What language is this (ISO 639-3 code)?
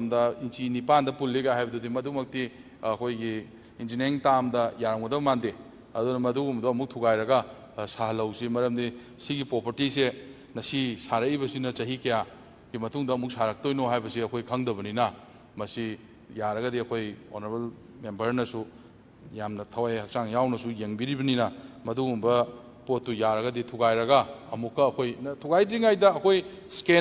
mni